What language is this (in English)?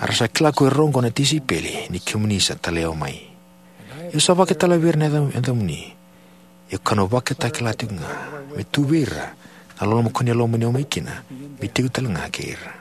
Fijian